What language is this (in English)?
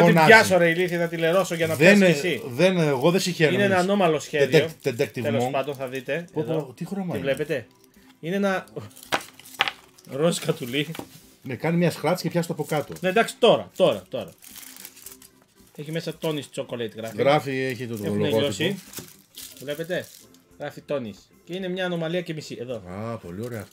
Greek